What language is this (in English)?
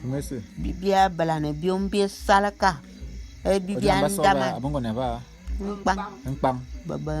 Bulu